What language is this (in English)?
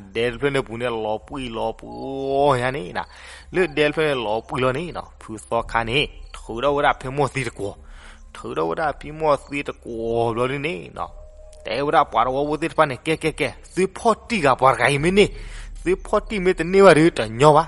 S'gaw Karen